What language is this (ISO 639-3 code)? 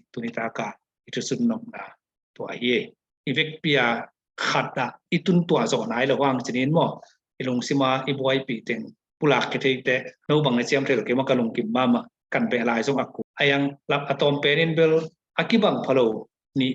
ctd